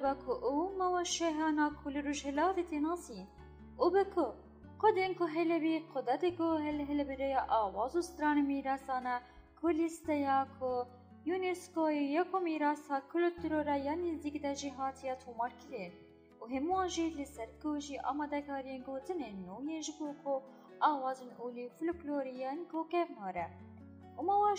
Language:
Kurdish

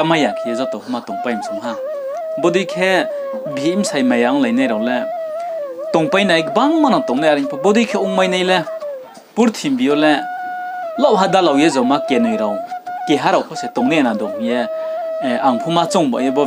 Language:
Riang (India)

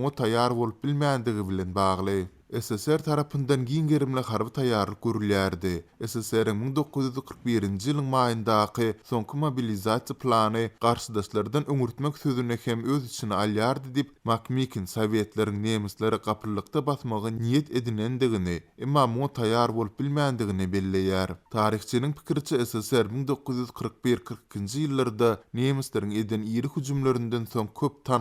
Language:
Turkmen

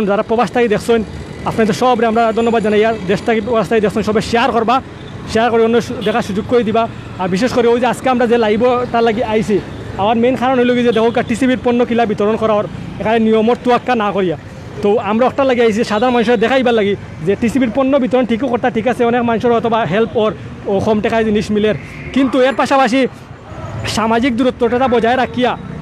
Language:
Sylheti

